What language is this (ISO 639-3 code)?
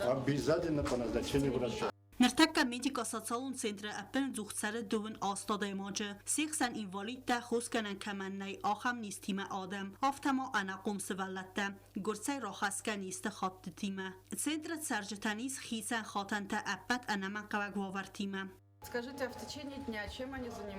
oss